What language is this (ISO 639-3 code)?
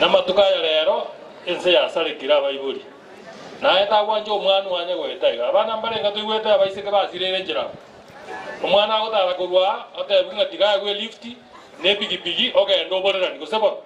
guz